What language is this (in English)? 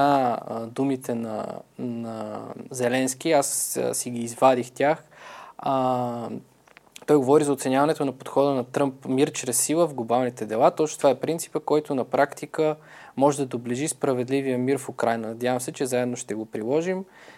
Bulgarian